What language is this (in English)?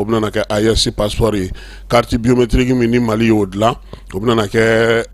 Bambara